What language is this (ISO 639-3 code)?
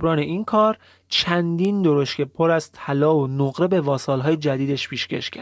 fas